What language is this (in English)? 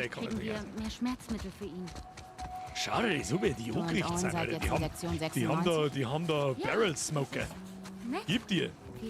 Bavarian